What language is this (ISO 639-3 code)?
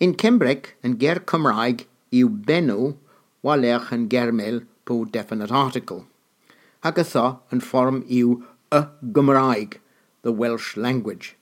cor